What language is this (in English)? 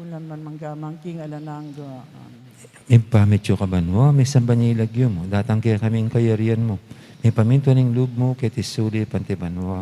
Pampanga